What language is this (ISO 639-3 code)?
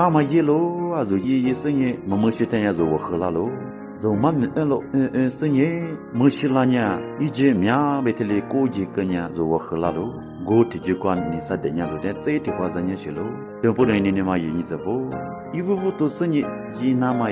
lis